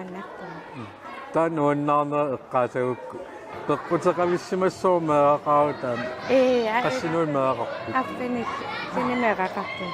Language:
Kalaallisut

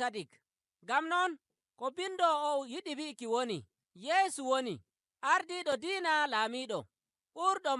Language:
Nigerian Fulfulde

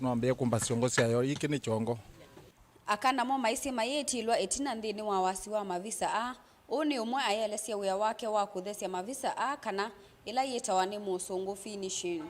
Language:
Kamba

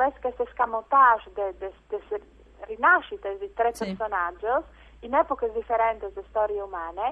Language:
Friulian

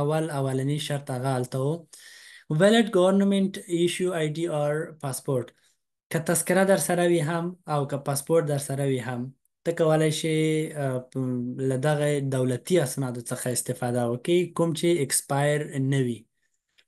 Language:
Pashto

